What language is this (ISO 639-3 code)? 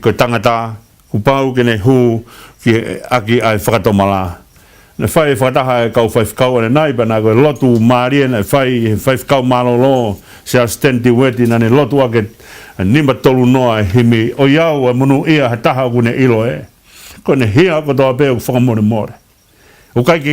ton